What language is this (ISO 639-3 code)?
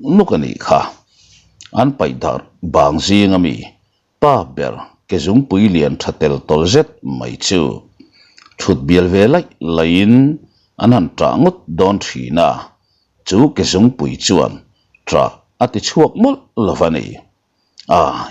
lus